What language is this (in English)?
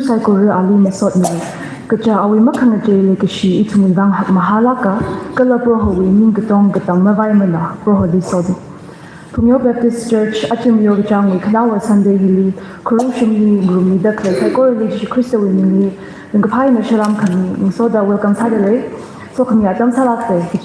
Tangkhul Naga (India)